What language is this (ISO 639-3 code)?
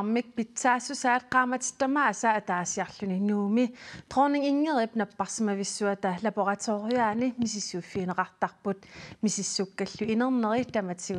kal